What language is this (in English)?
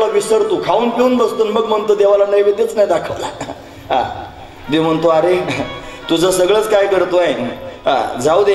Marathi